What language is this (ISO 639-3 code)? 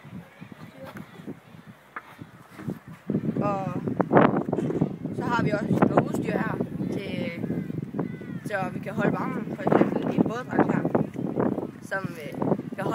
dan